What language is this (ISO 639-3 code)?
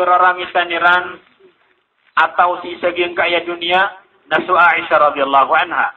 mrw